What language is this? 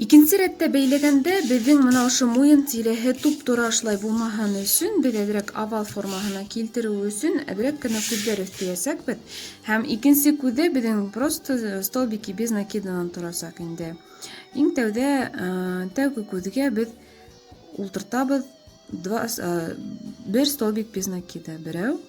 Bashkir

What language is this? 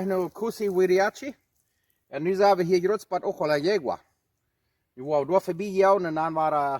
Plautdietsch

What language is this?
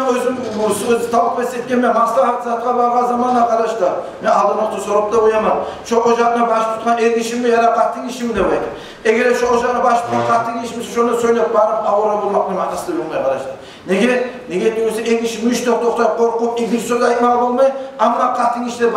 Kumyk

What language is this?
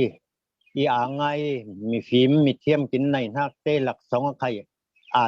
Falam Chin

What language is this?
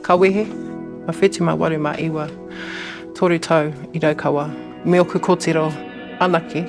Māori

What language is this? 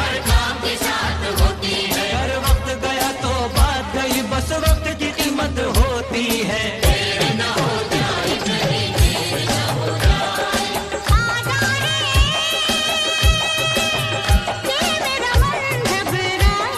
Hindi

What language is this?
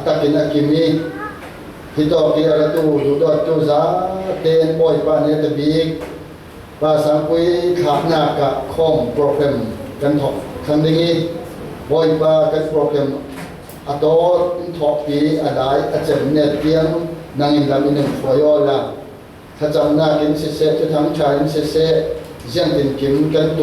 Falam Chin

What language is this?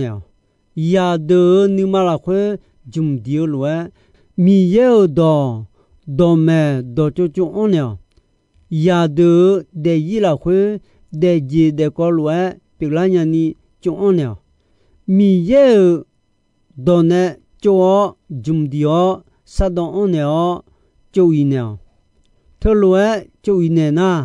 Akha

